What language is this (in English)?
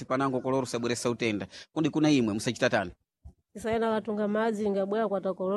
Sena